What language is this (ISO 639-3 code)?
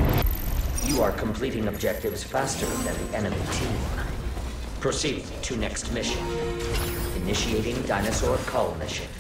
eng